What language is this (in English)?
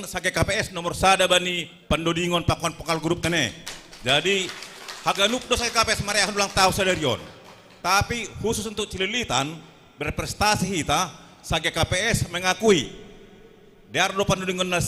Batak Simalungun